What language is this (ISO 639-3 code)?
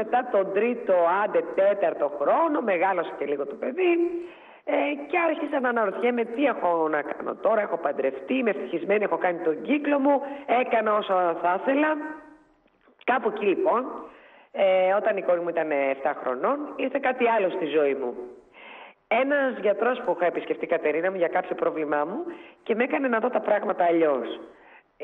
ell